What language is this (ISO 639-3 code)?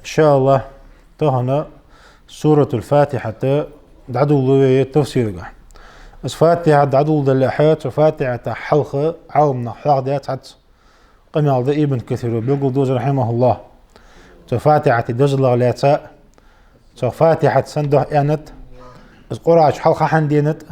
inh